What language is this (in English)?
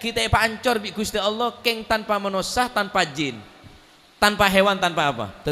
Madurese